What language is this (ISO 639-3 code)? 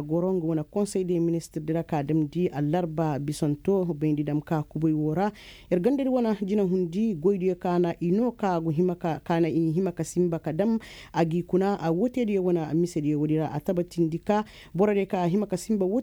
ses